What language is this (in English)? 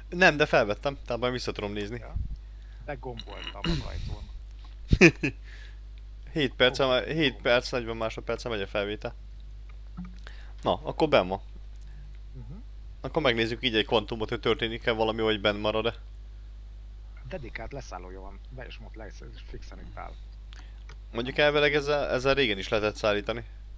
Hungarian